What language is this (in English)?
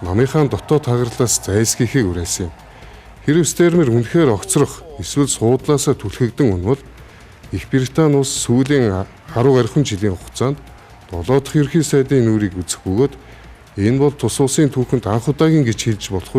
Mongolian